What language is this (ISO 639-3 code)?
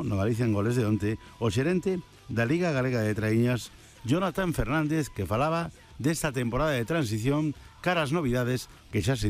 glg